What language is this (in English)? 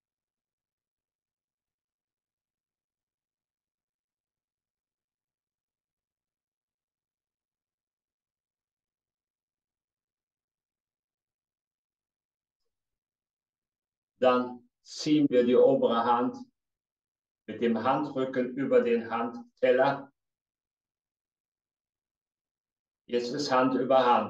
German